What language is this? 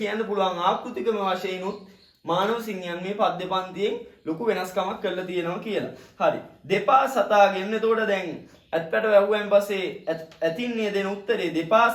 Sinhala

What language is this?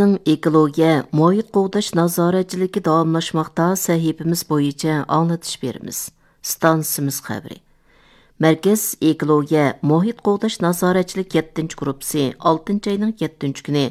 Uyghur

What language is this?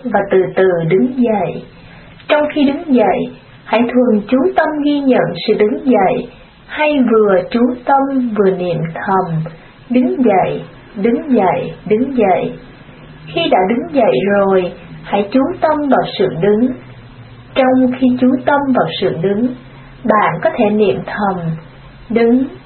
Vietnamese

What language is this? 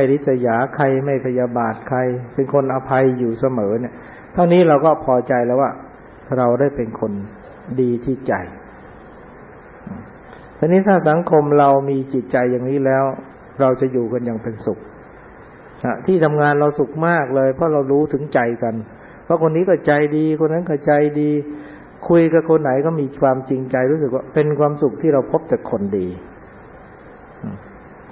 Thai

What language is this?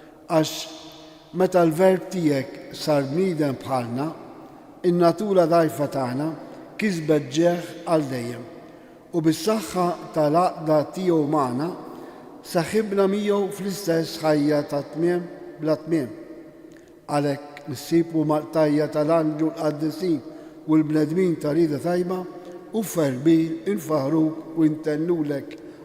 Maltese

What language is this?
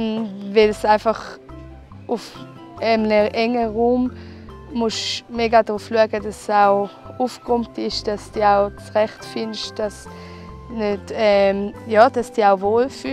Swiss German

